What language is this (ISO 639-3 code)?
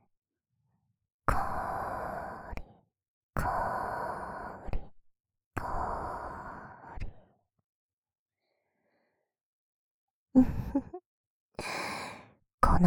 jpn